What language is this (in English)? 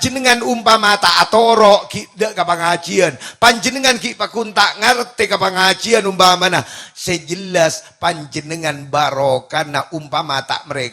Madurese